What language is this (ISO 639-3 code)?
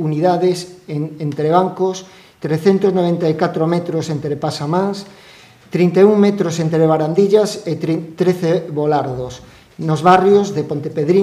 glg